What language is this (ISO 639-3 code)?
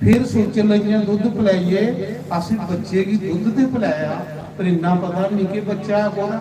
doi